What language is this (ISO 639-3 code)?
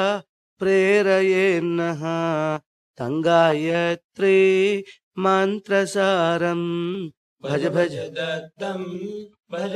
san